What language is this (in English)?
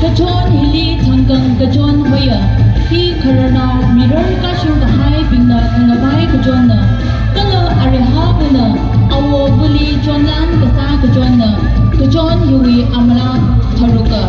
Tangkhul Naga (India)